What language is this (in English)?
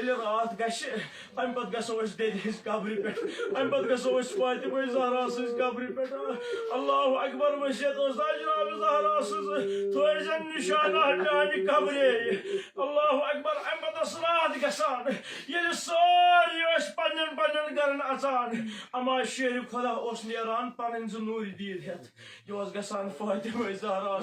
Kashmiri